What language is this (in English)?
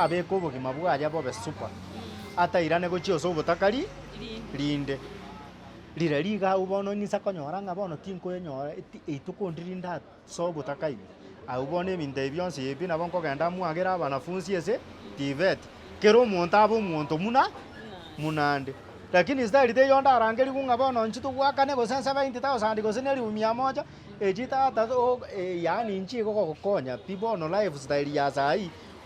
Gusii